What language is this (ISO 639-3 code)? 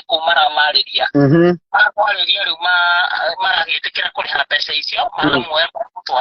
kik